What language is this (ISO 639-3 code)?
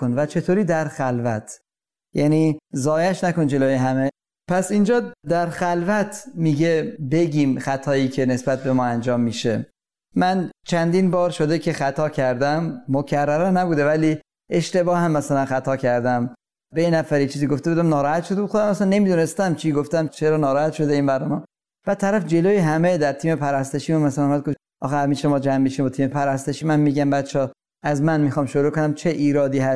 fas